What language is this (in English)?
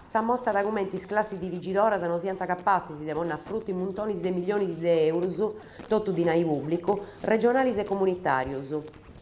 Sardinian